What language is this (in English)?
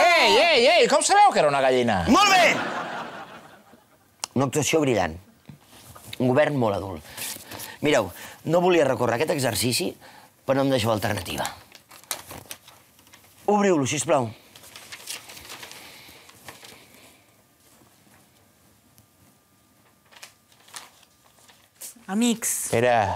Catalan